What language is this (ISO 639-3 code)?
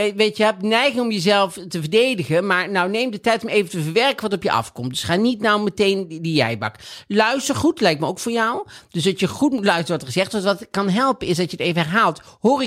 nld